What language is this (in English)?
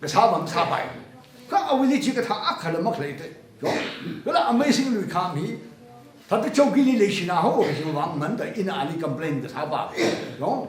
Tangkhul Naga (India)